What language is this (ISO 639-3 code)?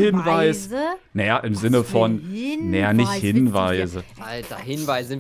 deu